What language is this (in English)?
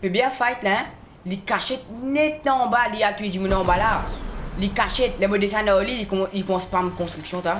Morisyen